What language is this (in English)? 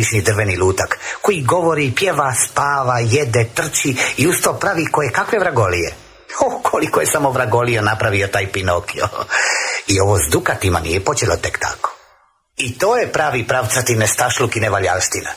Croatian